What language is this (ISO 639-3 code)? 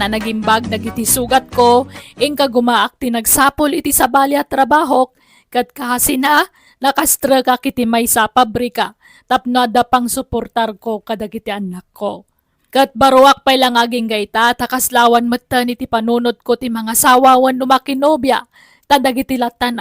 ilo